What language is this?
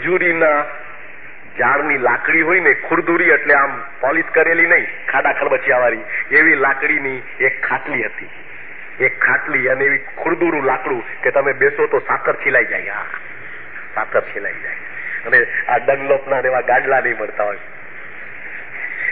Gujarati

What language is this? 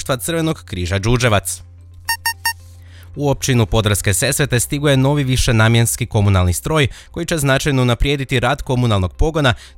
Croatian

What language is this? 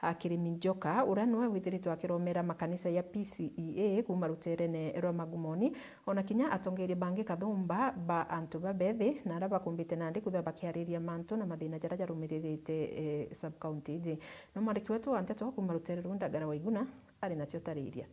Meru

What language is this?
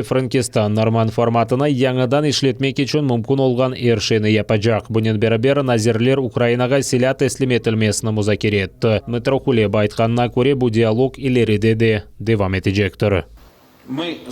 Crimean Tatar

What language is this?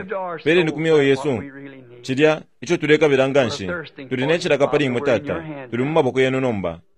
Bemba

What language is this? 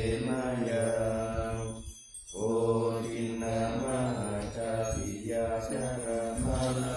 Pali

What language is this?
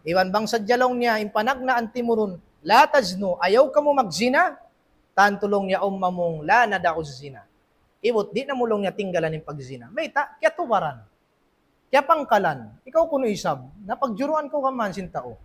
Tausug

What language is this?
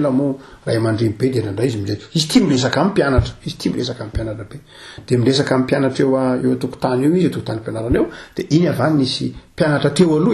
Malagasy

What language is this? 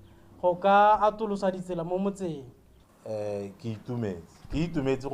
Tswana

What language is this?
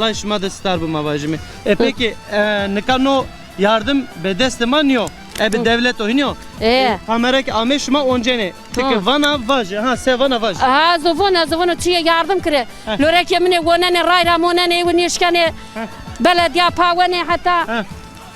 Zaza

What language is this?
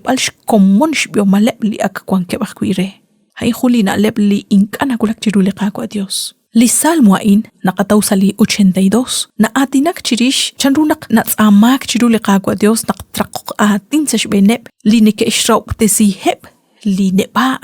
Kekchí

